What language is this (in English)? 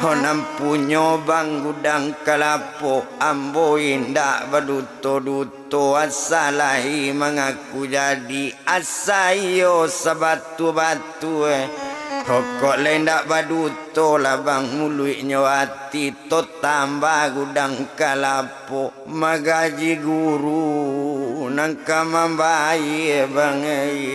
Minangkabau